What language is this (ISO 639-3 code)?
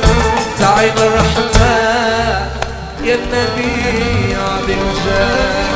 ara